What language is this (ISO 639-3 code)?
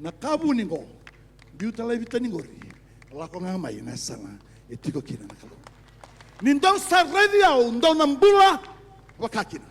fij